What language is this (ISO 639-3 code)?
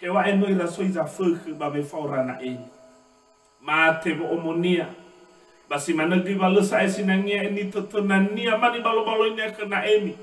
nia